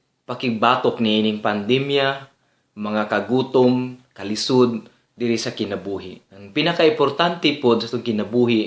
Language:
Cebuano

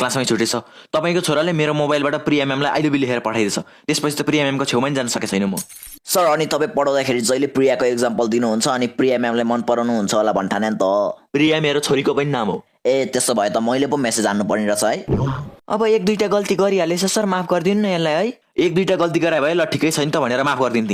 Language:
Nepali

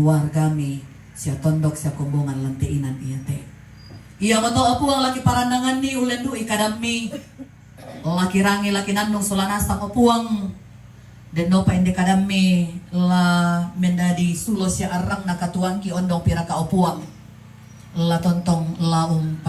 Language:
Toraja-Sa'dan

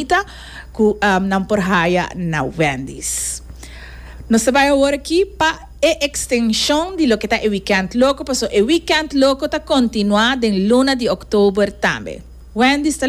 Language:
Papiamento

